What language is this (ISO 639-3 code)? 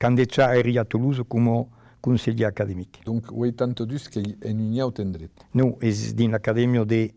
oci